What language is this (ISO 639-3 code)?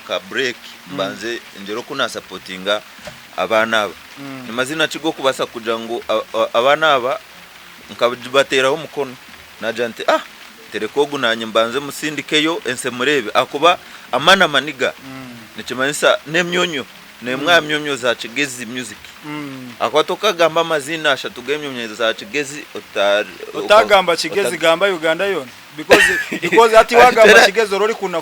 nyn